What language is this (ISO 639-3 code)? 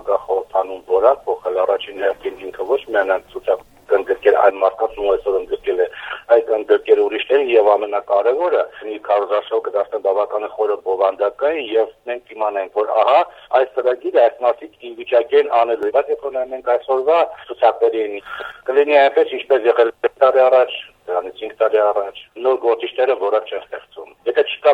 hye